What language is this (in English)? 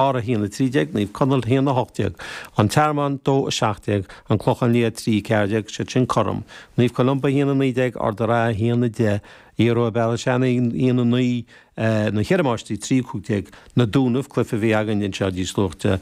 Irish